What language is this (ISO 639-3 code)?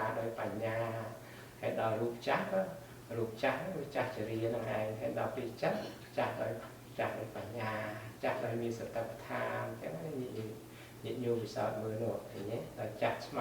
khm